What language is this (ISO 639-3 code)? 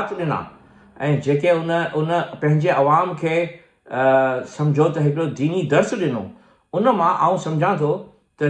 snd